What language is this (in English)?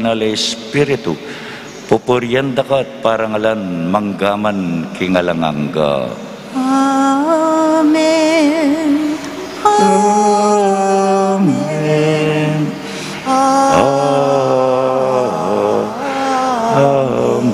Pampanga